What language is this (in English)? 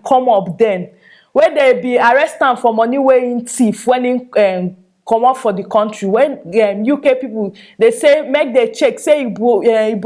Nigerian Pidgin